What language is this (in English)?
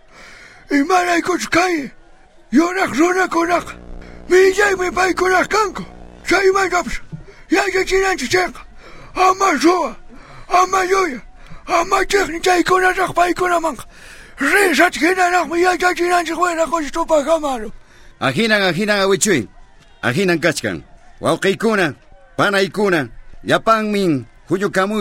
South Bolivian Quechua